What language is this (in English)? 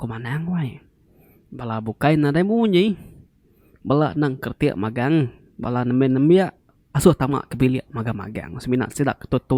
Iban